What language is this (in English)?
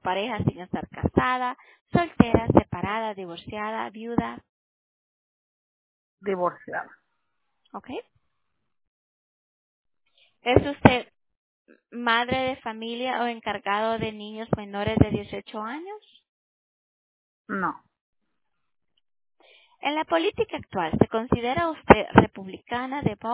Spanish